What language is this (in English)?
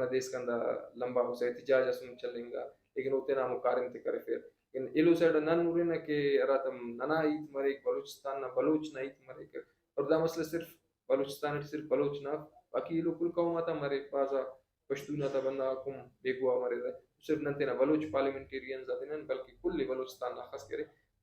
Brahui